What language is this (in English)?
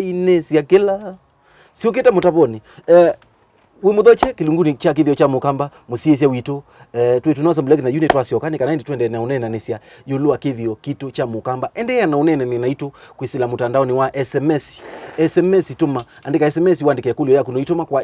Kamba